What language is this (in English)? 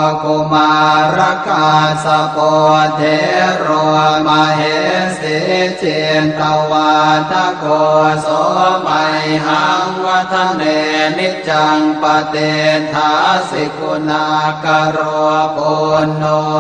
Pali